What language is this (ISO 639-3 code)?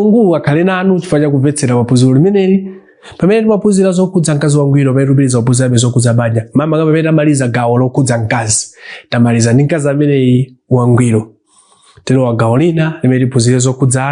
nya